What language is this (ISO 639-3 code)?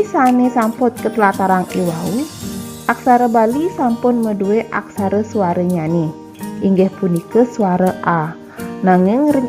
ban